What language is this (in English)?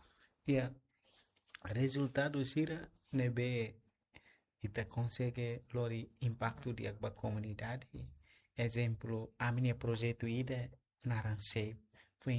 Tetum